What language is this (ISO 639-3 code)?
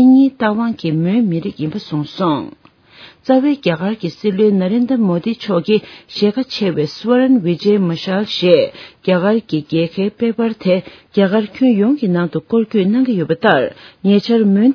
bod